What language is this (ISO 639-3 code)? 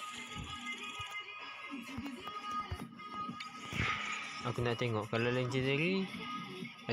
msa